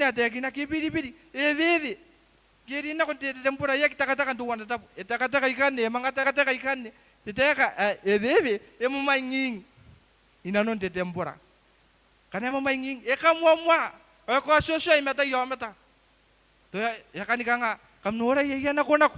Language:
Gilbertese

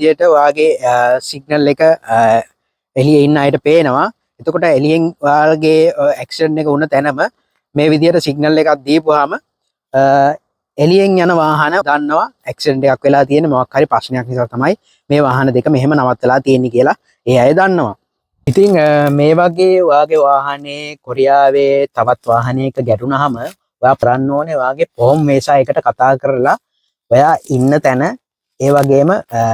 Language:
Sinhala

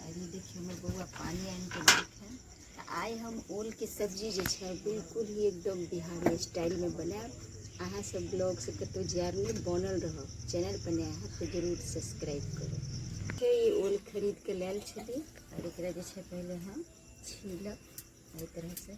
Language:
Maithili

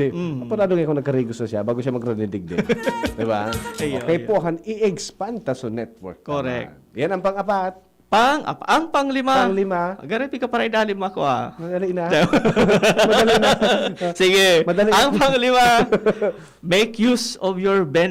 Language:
Bikol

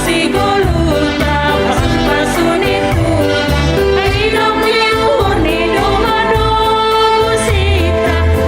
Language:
Batak Simalungun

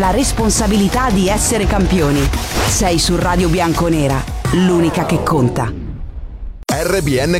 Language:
Italian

